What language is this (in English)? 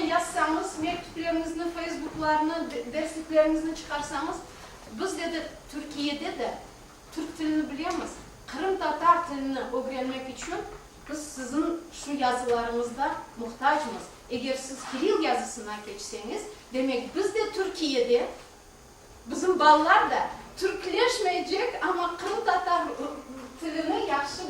Crimean Tatar